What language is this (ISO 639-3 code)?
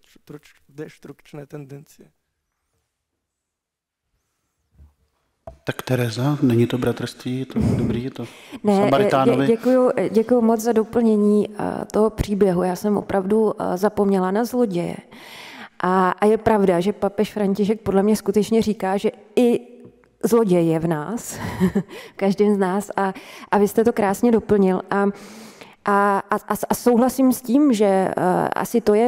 ces